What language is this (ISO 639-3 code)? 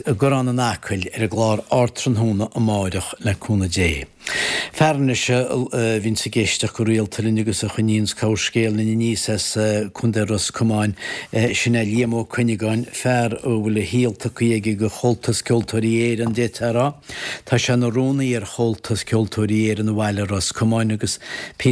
gle